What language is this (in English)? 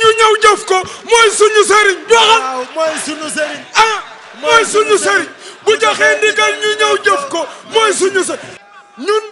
Wolof